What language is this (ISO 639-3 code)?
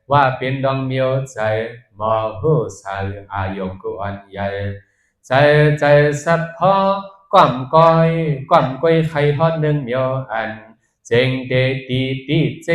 shn